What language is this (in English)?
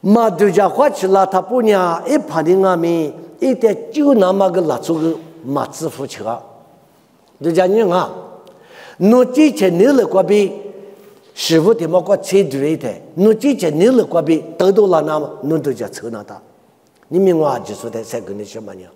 Lisu